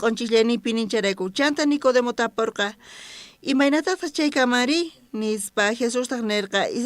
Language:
South Bolivian Quechua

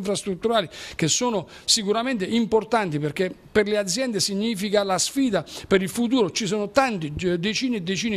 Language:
Italian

